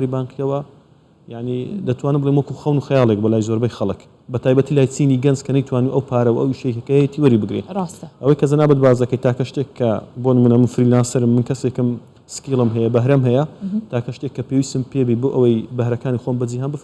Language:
Central Kurdish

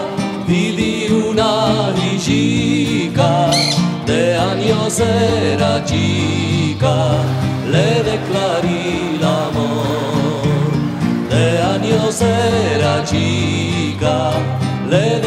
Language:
Ladino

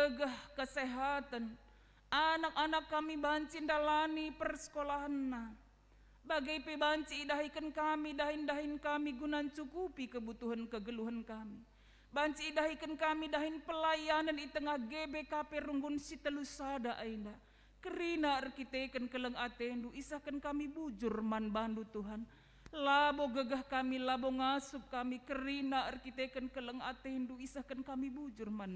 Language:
Batak Karo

